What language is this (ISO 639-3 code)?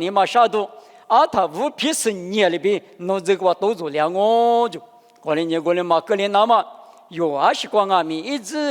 lis